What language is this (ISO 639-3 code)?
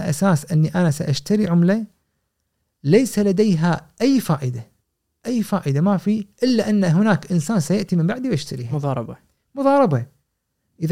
afb